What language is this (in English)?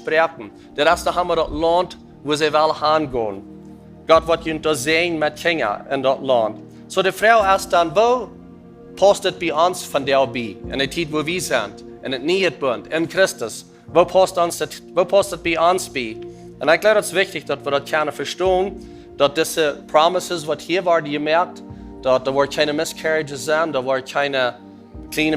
Plautdietsch